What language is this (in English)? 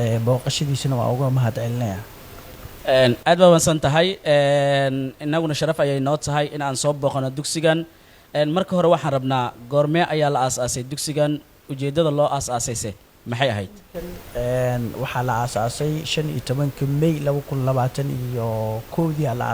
Somali